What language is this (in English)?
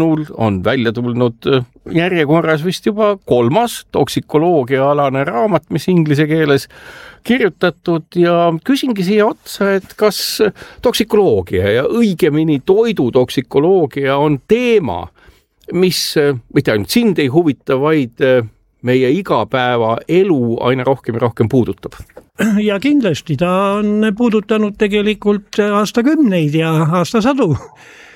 Estonian